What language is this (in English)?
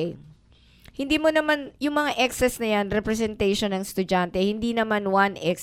Filipino